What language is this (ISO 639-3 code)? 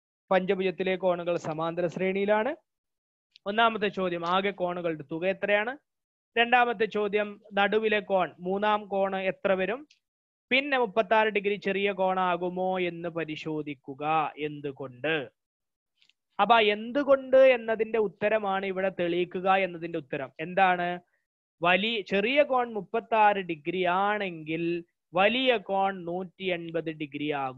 mal